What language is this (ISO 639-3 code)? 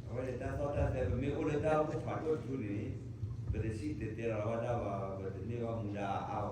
ksw